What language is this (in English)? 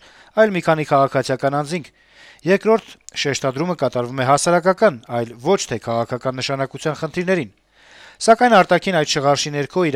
Armenian